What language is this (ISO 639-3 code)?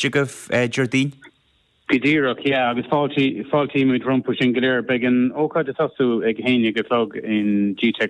gle